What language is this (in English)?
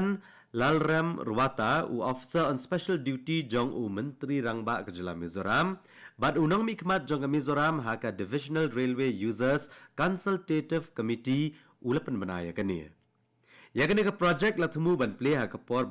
Khasi